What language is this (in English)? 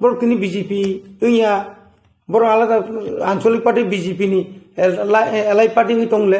Kok Borok